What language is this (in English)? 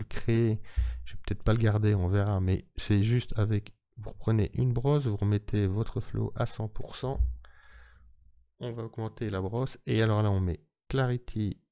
French